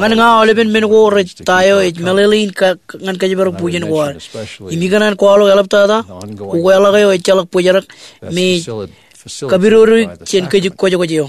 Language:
Marshallese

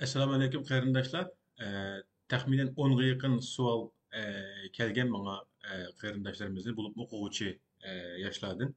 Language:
Uyghur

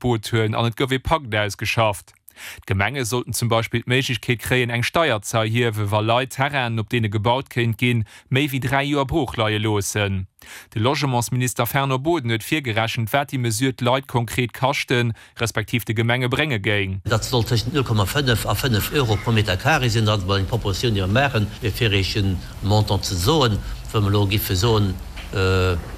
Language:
Luxembourgish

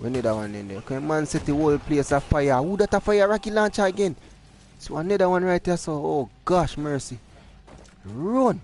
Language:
Jamaican Creole English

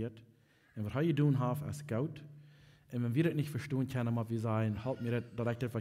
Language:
Plautdietsch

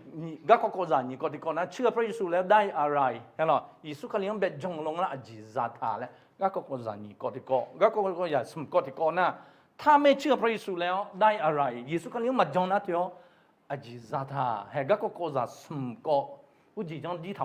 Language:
Akha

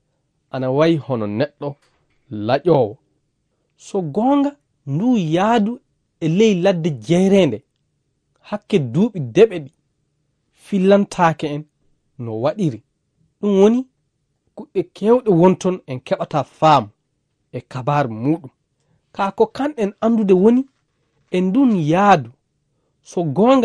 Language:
Fula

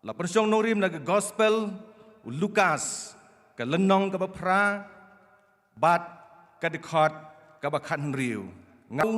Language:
Khasi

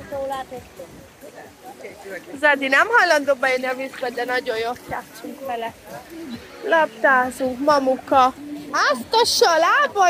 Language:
Hungarian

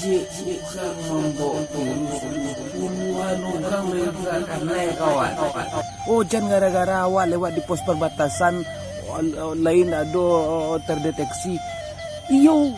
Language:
Minangkabau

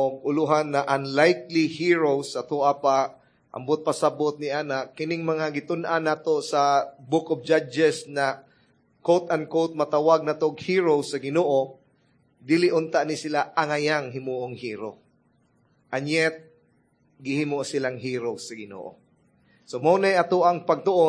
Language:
Cebuano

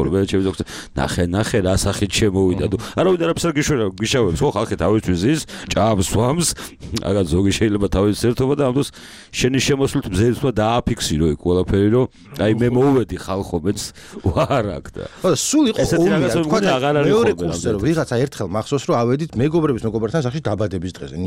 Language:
Georgian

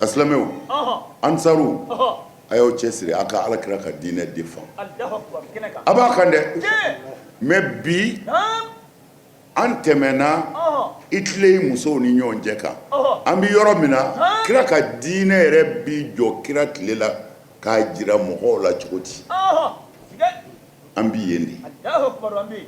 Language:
Bambara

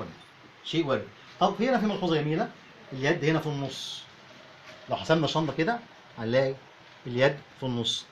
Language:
Egyptian Arabic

